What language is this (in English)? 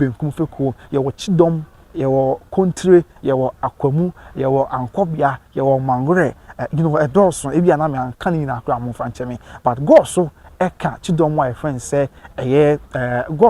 Akan